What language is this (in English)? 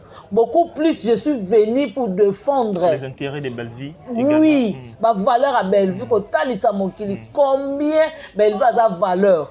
Lingala